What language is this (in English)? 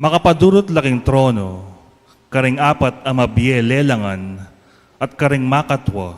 Pampanga